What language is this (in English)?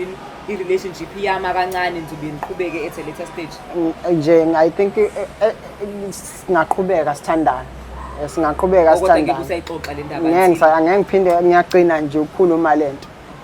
Zulu